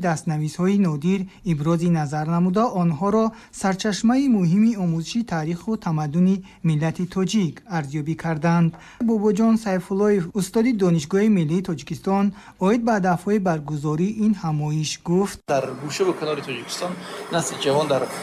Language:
Tajik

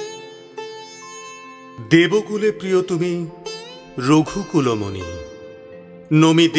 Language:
Bangla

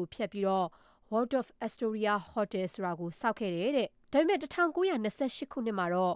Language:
Burmese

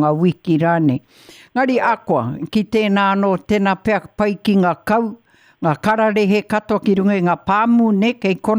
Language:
Māori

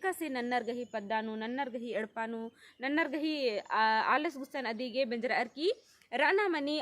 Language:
Kurukh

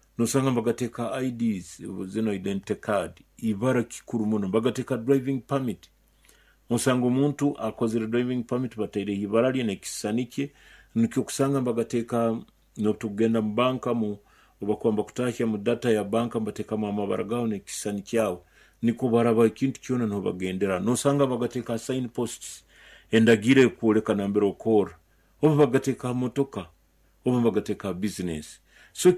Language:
Nyoro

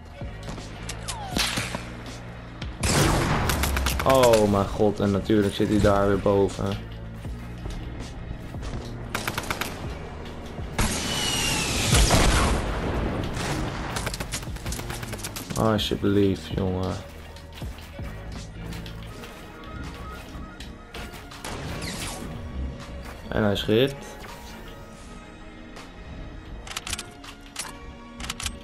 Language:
Dutch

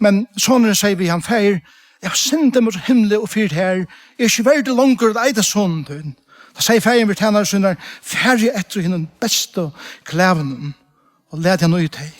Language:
Faroese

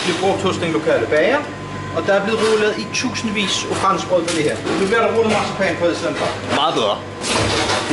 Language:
Danish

